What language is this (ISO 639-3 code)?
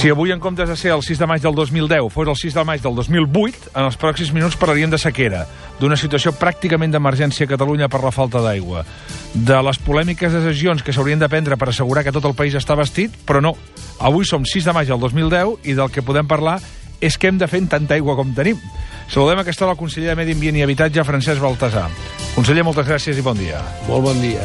cat